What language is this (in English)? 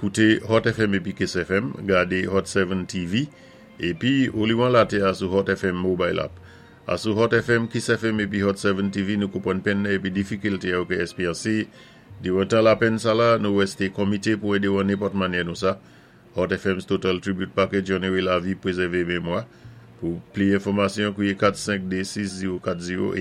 Saint Lucian Creole French